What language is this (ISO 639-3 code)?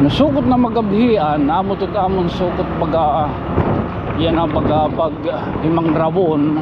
war